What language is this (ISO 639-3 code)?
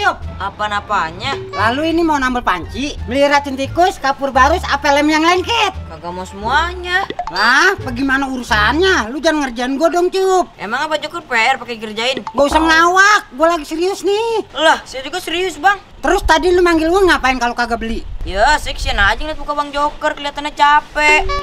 bew